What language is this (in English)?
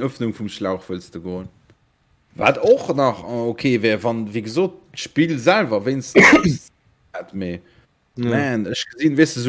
Luxembourgish